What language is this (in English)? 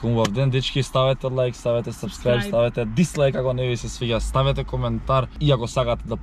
Macedonian